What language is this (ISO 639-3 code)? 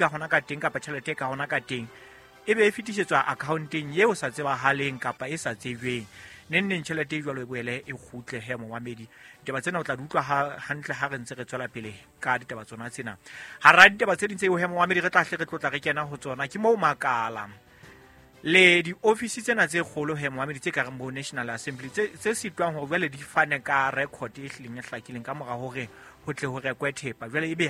sot